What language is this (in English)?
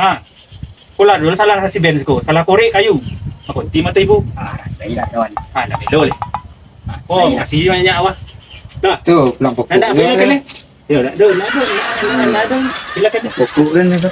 Minangkabau